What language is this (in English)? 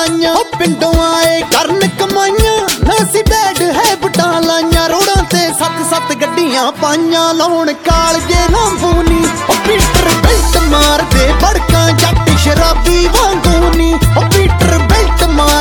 Punjabi